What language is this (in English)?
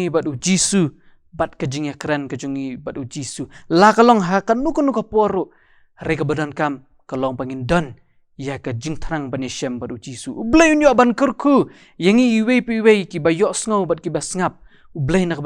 Khasi